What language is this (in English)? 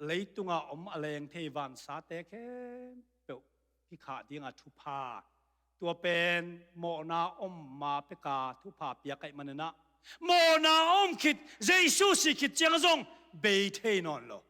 Tedim Chin